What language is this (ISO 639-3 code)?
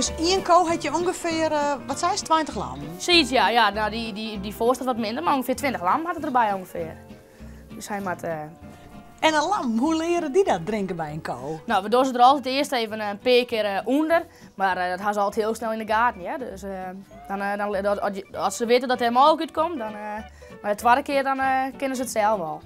fry